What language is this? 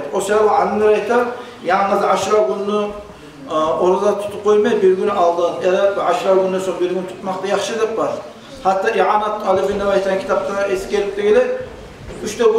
Kumyk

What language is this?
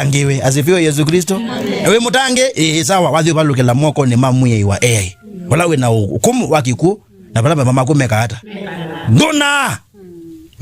Kamba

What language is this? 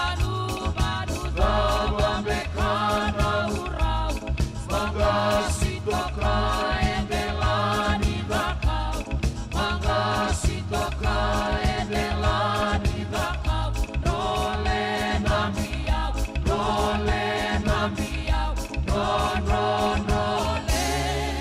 Fijian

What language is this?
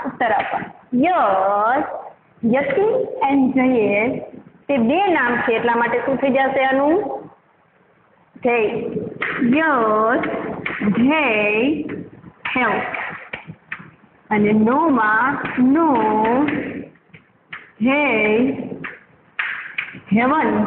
Gujarati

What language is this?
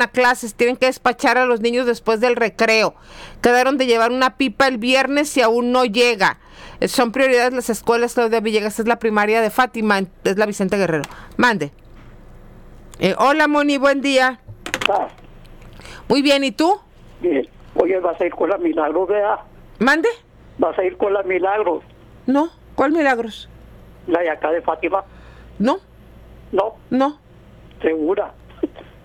Spanish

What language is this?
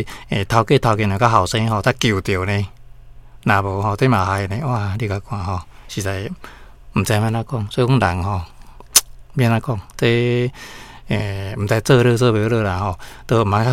Min Nan Chinese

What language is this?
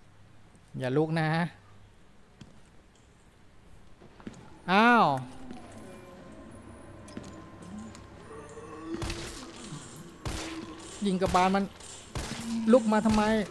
Thai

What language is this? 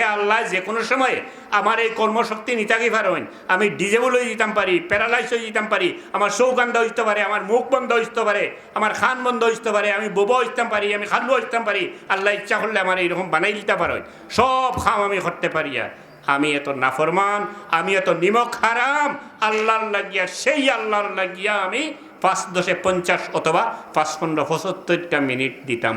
Sylheti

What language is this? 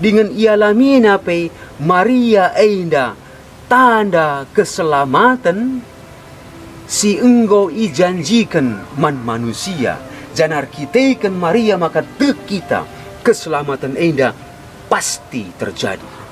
Batak Karo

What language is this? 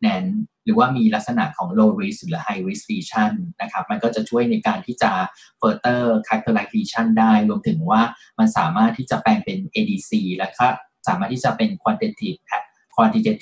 Thai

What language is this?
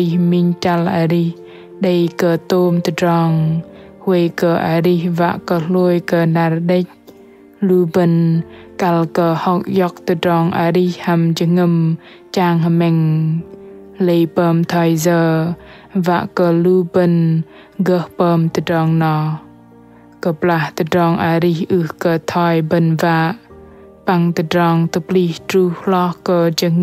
Bahnar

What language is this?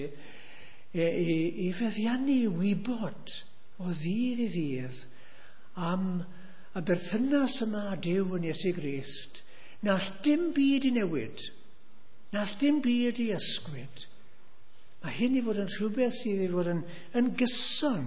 Welsh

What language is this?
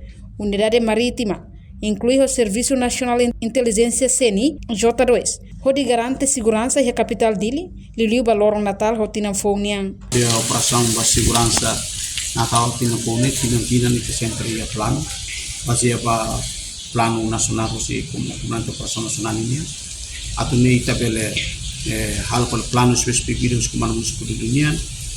Tetum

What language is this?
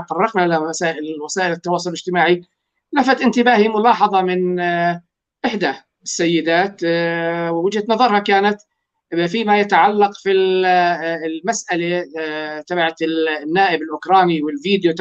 North Levantine Arabic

